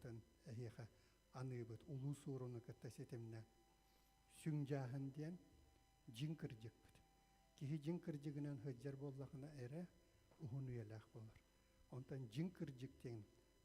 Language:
Yakut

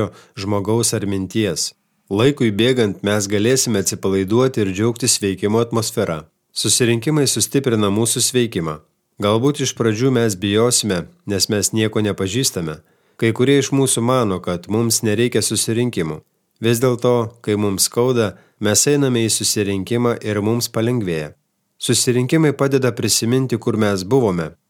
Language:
Lithuanian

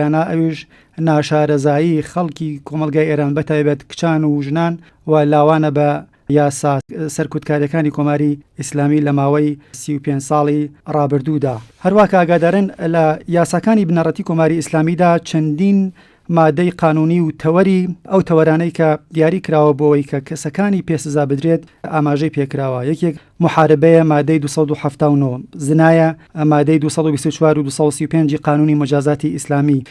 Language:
Central Kurdish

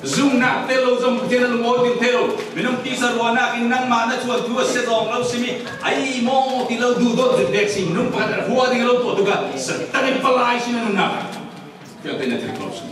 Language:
Falam Chin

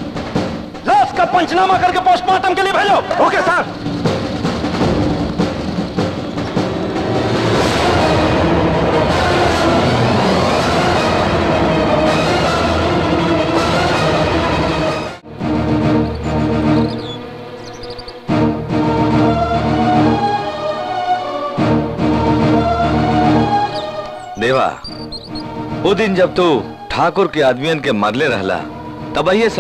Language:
Bhojpuri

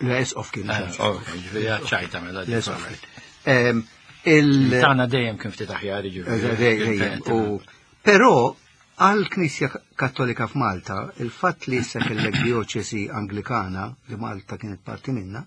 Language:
Maltese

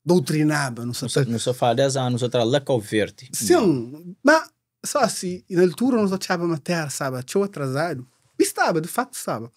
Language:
Kabuverdianu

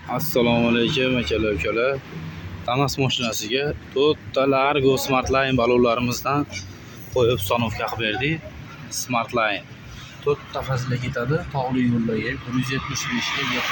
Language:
Uzbek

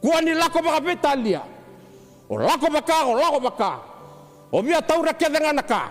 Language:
Fijian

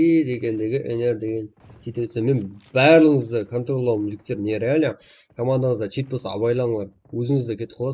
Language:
Kara-Kalpak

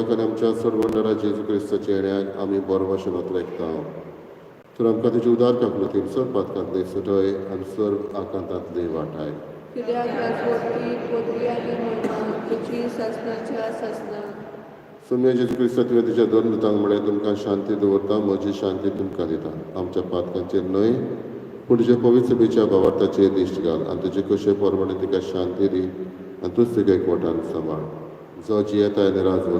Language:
Konkani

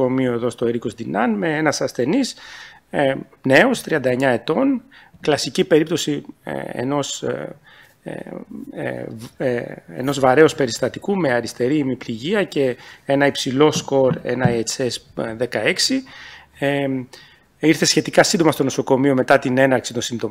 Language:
Greek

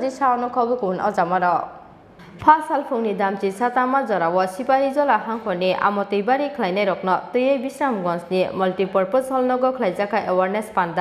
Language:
Kok Borok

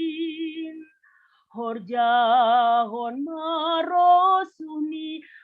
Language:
Batak Simalungun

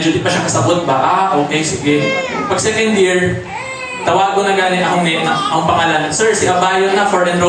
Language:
Cebuano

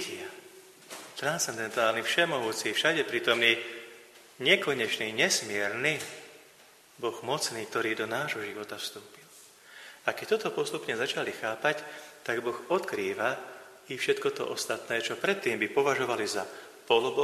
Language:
Slovak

